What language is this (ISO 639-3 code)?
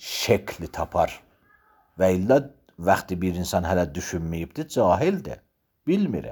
aze